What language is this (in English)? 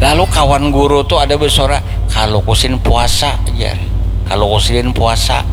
Banjar